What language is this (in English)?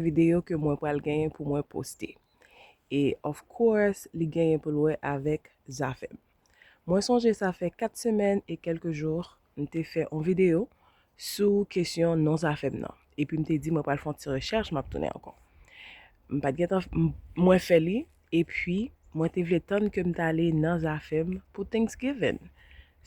Haitian Creole